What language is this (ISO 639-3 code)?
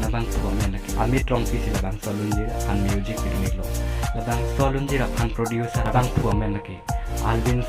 mjw